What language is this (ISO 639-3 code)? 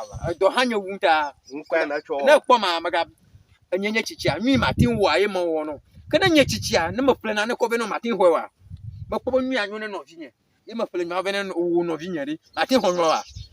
ewe